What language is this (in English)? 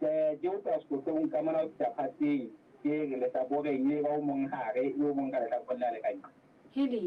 Southern Sotho